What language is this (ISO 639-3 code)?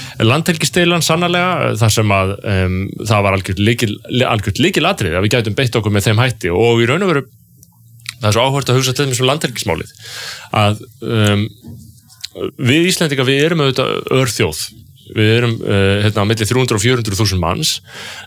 isl